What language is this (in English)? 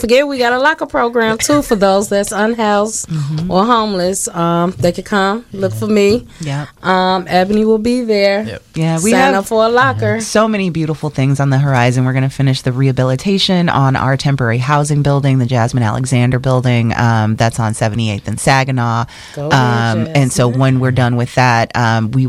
English